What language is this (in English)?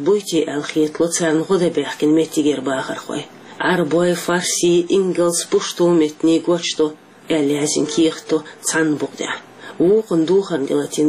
Chechen